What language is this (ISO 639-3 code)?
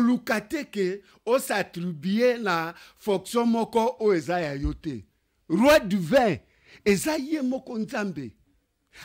lin